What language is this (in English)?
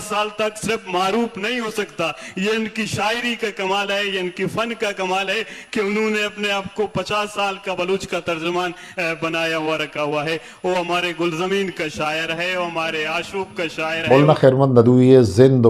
Eastern Balochi